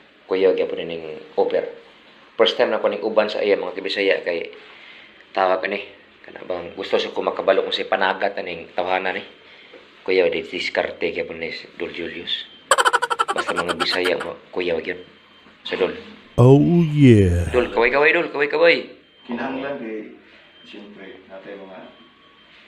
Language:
Cebuano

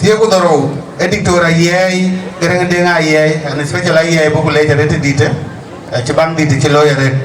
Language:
Dinka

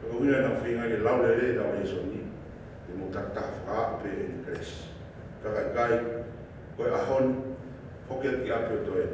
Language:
Tongan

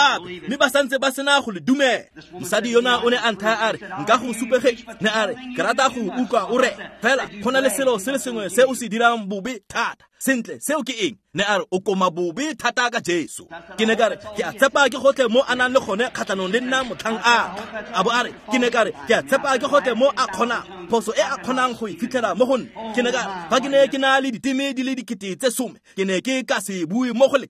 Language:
Tswana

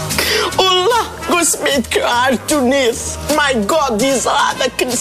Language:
Kabyle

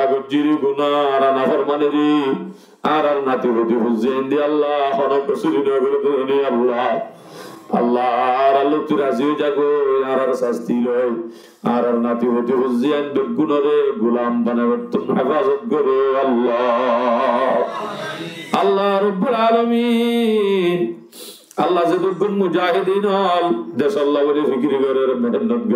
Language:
Rohingya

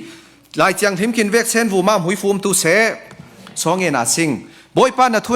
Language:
Falam Chin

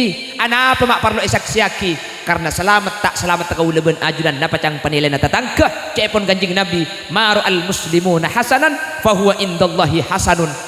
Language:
Madurese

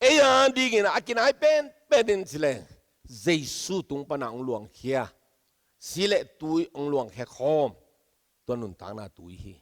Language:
Tedim Chin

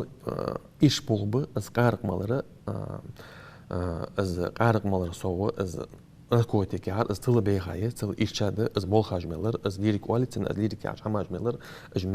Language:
Ingush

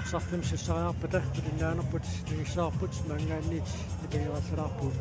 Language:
Kalaallisut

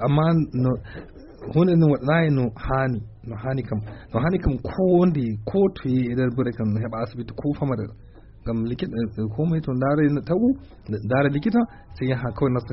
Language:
Fula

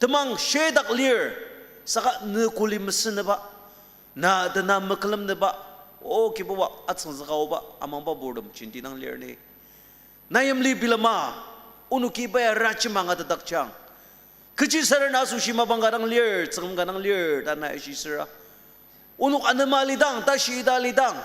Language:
Ao Naga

